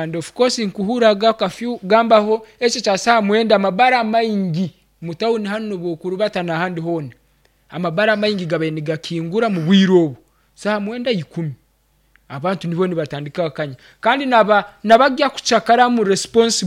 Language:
Nyankole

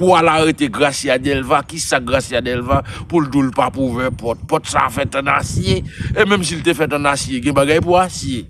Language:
Haitian Creole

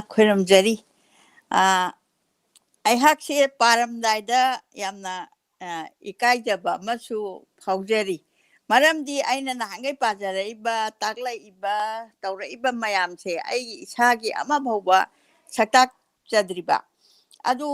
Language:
Manipuri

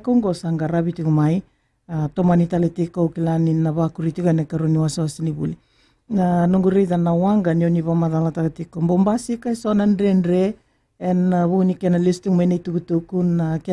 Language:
Fijian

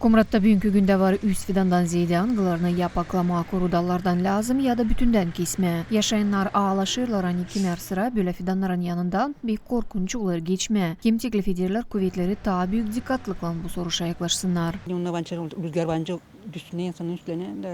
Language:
Gagauz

